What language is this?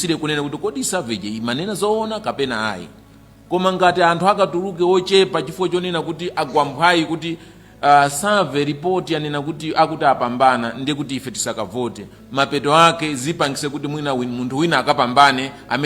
Nyanja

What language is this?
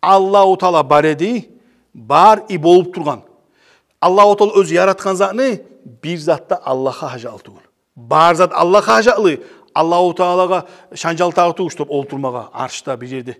Kumyk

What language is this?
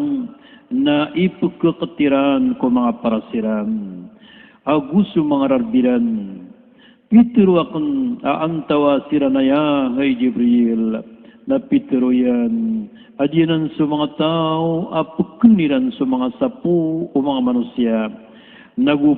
Maranao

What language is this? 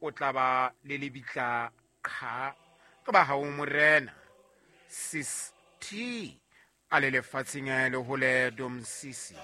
Southern Sotho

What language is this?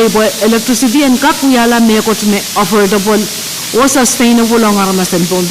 Pohnpeian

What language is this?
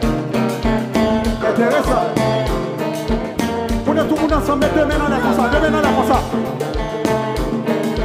French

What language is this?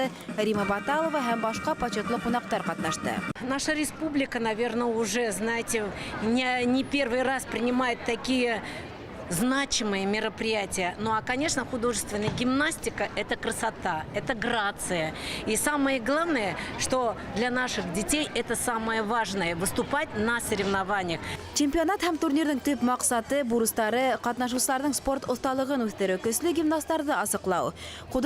Bashkir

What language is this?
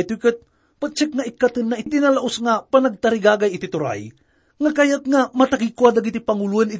Iloko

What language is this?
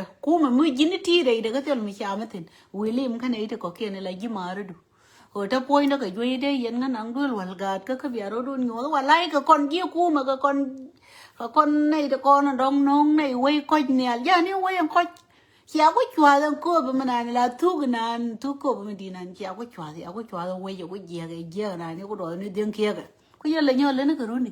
Nuer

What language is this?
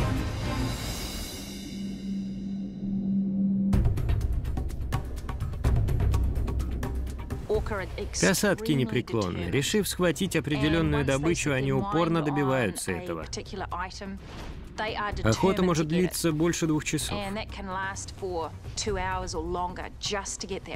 Russian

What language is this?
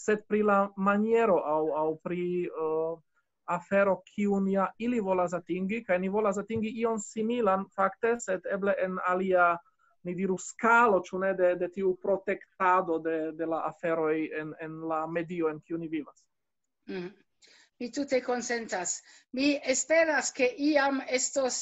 Esperanto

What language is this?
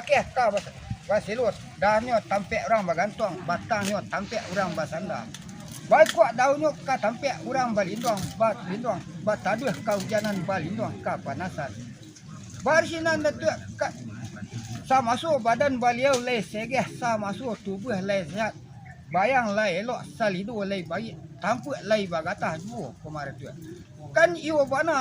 Minangkabau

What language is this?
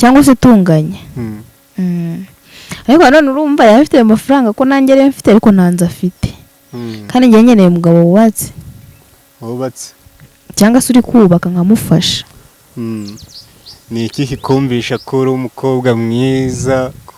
Kinyarwanda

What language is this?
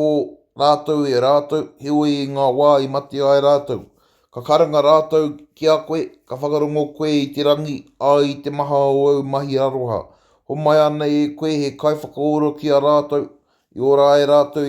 Māori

